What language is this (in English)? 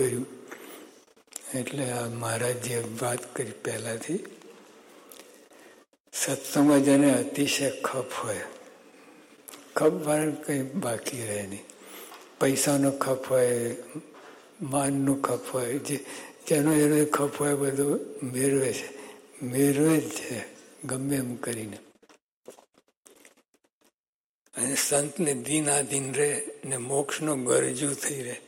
Gujarati